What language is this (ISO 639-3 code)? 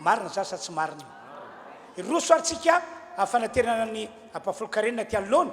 mlg